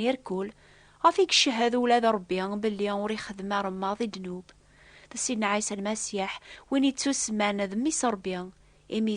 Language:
Kabyle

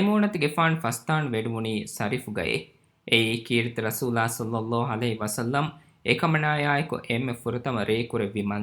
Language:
Divehi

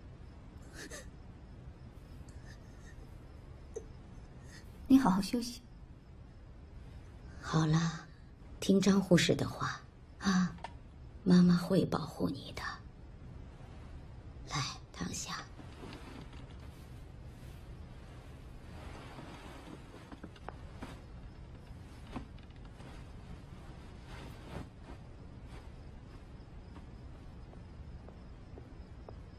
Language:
Chinese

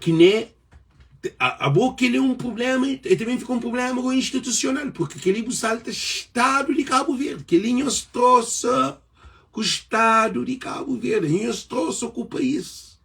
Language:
Kabuverdianu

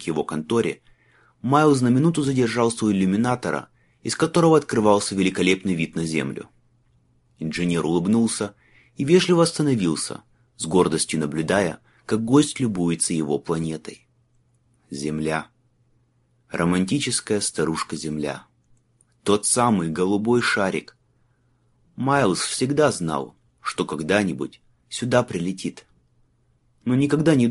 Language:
Russian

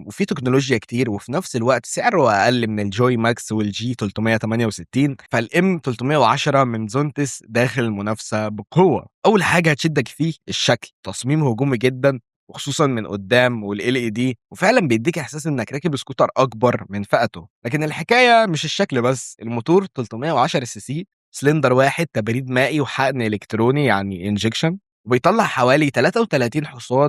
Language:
Egyptian Arabic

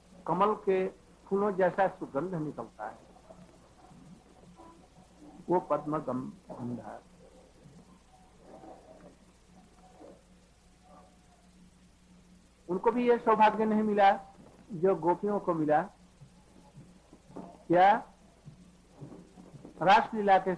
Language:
Hindi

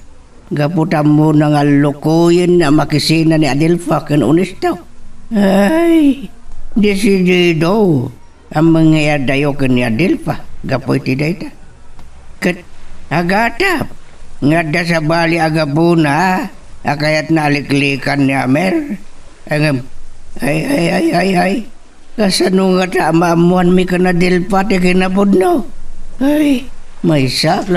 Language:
Iloko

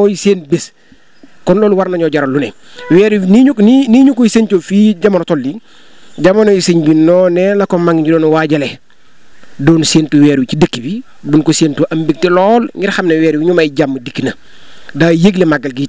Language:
Wolof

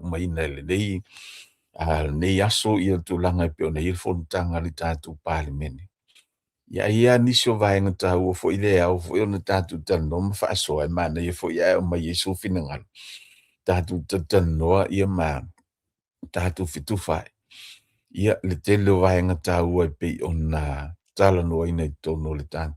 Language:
Samoan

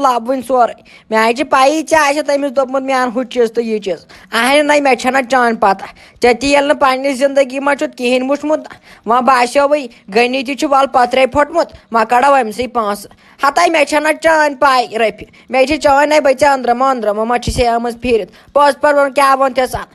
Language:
Kashmiri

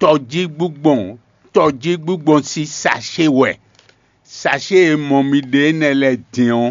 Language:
Fon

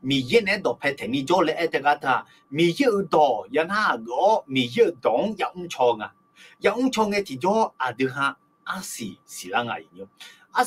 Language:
Akha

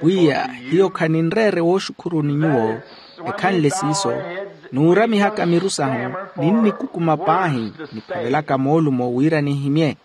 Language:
Makhuwa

